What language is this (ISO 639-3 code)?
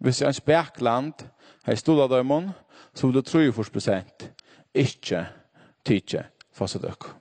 fao